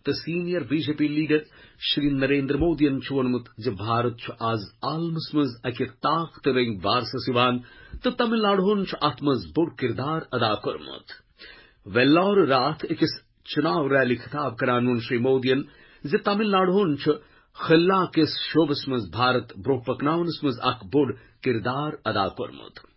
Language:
Kashmiri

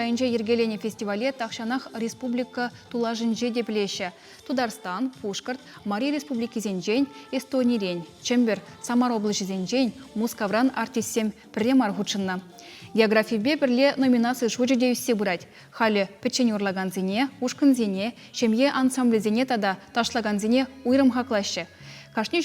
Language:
Chuvash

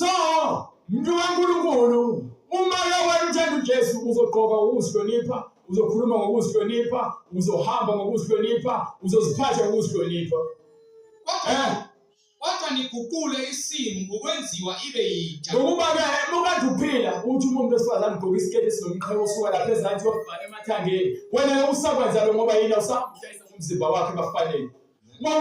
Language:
Zulu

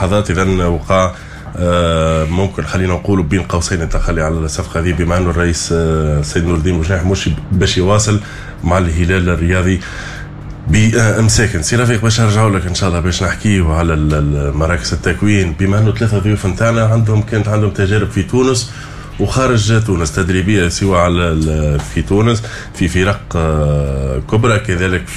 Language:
Tunisian Arabic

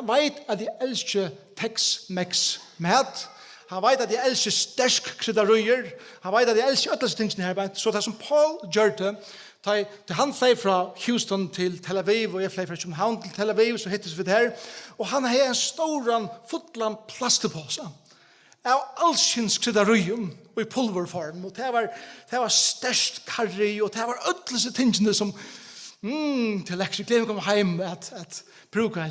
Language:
Faroese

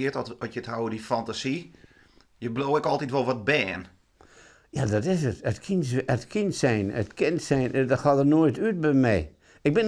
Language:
Western Frisian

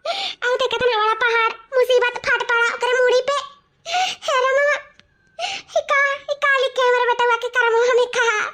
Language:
Awadhi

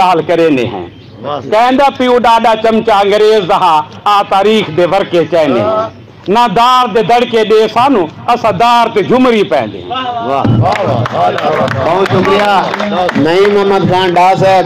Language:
Saraiki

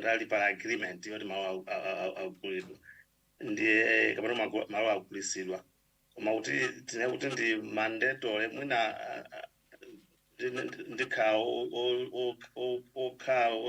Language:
Nyanja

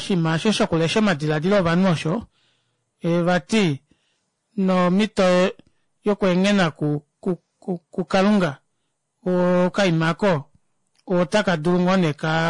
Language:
Kuanyama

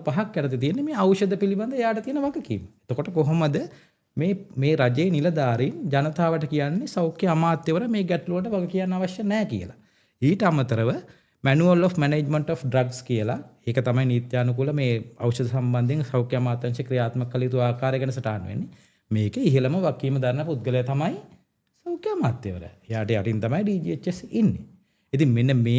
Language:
Sinhala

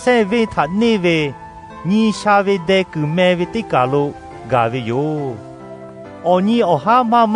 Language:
Lahu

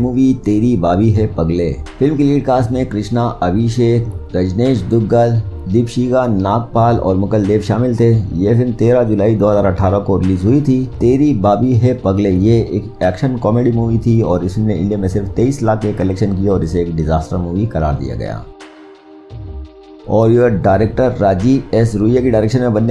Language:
Hindi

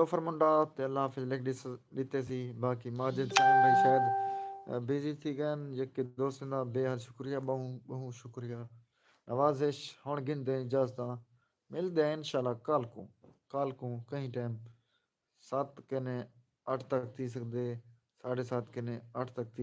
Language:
Saraiki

